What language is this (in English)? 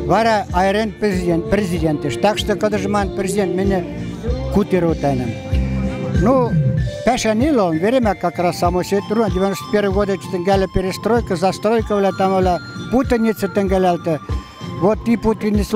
Western Mari